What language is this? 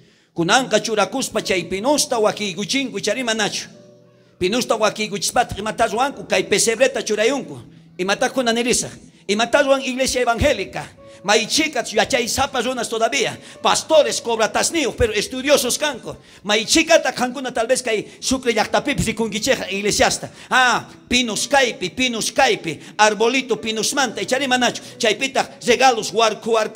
South Bolivian Quechua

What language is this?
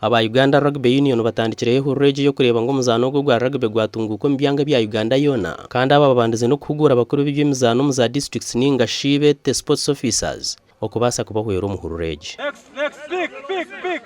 Nyankole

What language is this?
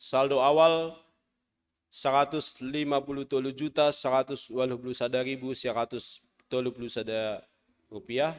Batak Simalungun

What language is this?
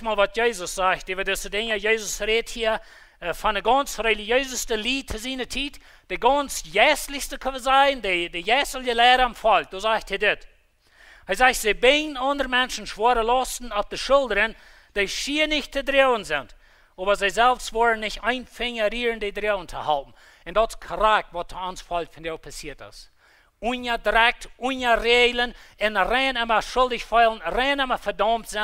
Plautdietsch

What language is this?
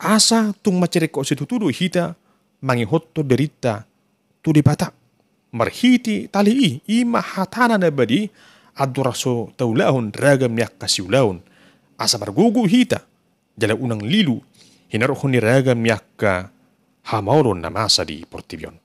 Batak Toba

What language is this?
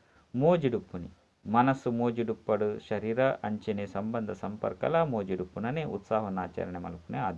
Tulu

